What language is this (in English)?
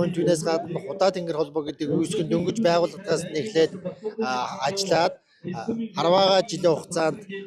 Mongolian